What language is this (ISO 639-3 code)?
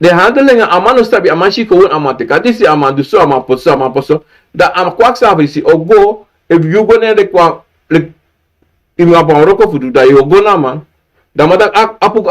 srn